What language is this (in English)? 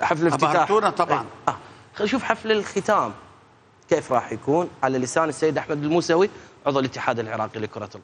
Mesopotamian Arabic